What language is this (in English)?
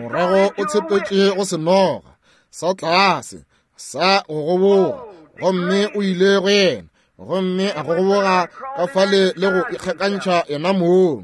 Northern Sotho